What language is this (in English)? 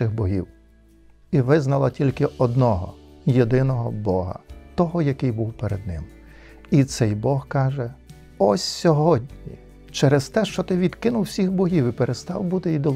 Ukrainian